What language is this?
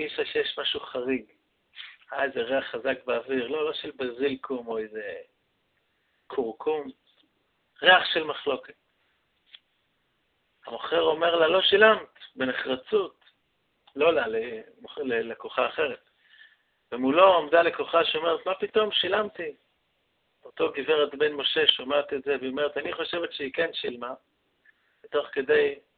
Hebrew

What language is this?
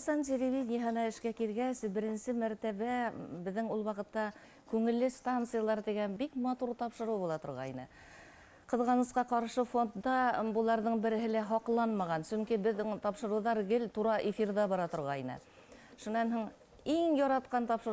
Bashkir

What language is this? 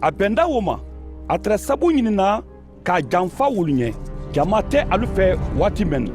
Mandingo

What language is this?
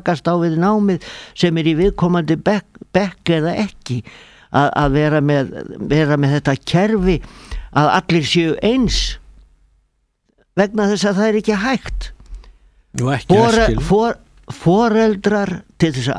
Icelandic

